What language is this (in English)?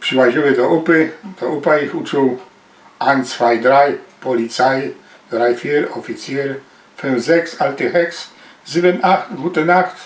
Silesian